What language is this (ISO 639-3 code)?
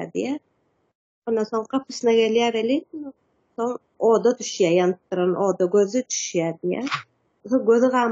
tuk